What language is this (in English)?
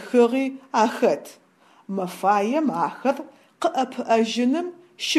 Adyghe